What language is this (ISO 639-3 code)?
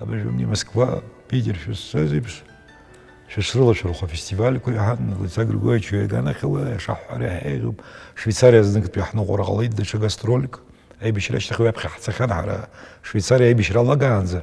abk